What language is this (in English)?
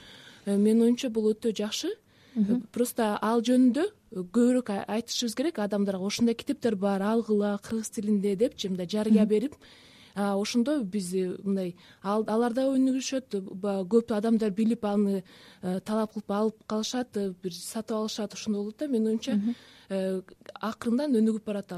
Kyrgyz